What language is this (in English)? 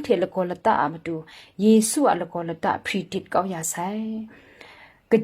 Kachin